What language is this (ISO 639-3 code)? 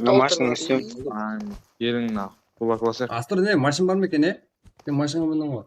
kaa